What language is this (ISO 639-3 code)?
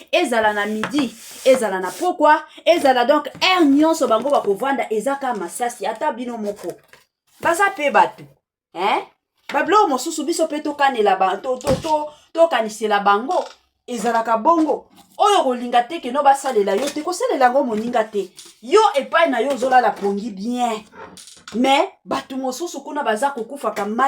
lin